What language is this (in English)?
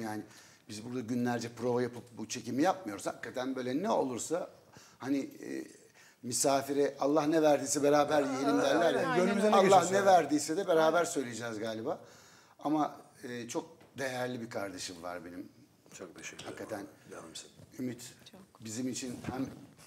Turkish